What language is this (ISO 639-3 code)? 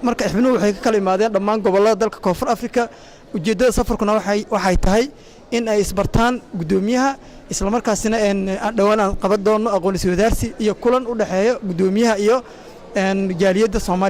som